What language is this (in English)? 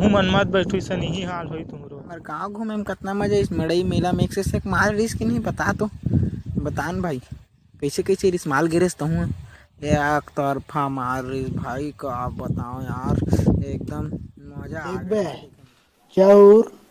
Chhattisgarhi